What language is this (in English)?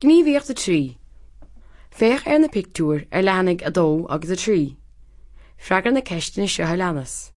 Irish